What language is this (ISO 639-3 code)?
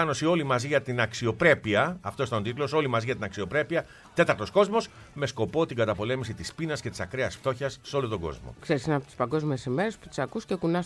ell